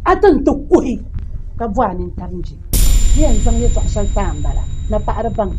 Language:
Dagbani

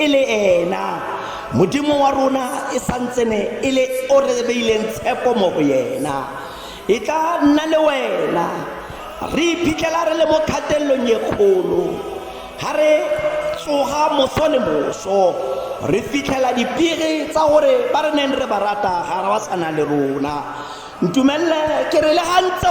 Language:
Tswana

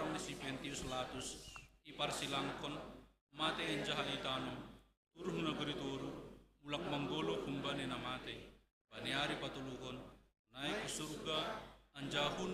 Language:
Batak Simalungun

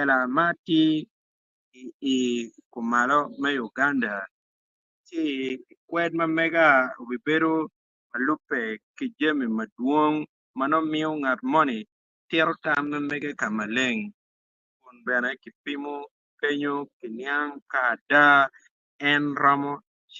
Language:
Acoli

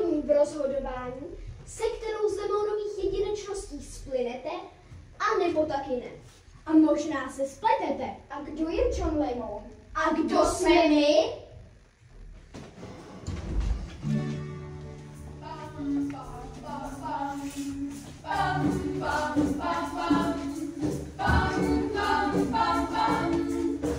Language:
Czech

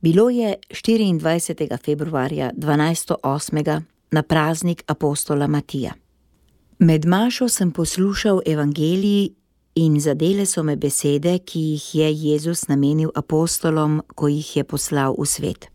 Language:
Slovenian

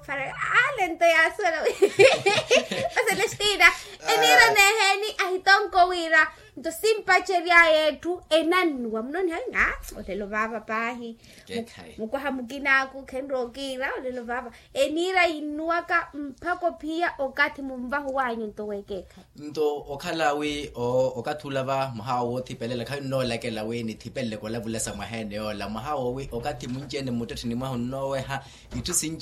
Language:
Makhuwa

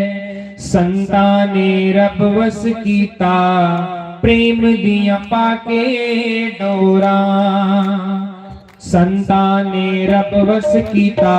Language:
Dogri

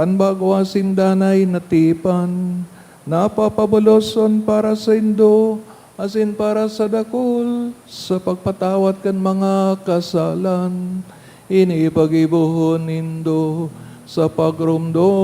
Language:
Bikol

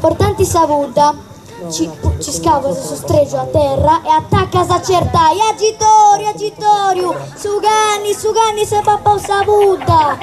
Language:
Sardinian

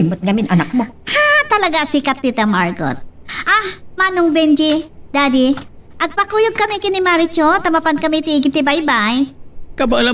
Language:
Iloko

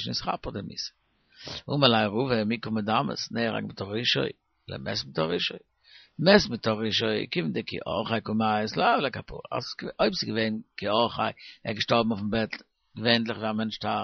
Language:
Yiddish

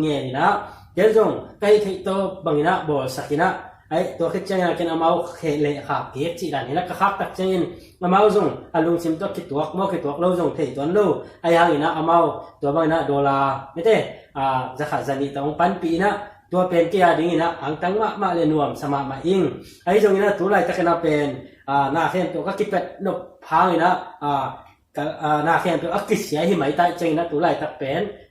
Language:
Tedim Chin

